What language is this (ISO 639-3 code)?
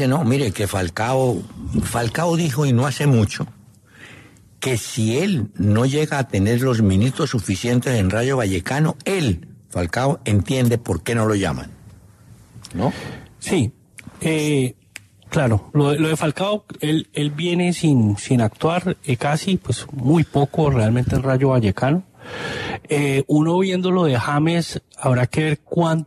spa